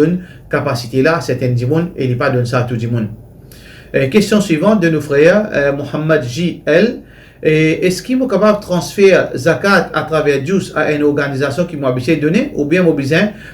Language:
Morisyen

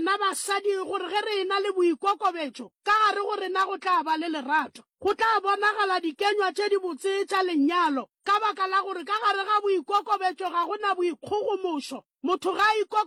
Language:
Northern Sotho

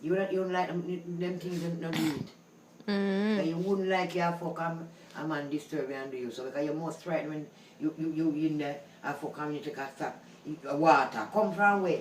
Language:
Jamaican Creole English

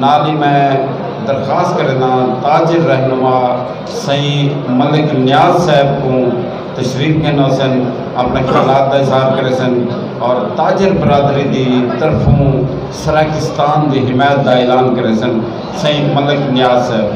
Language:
Saraiki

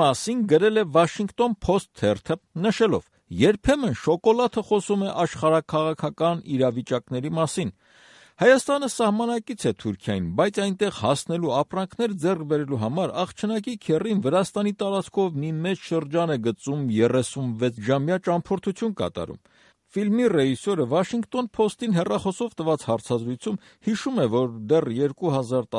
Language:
Armenian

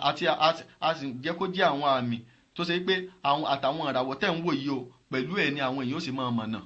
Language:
Yoruba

